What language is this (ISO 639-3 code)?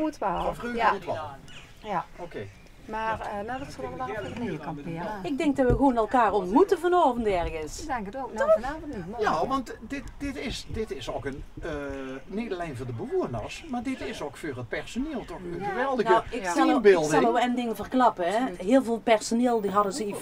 lim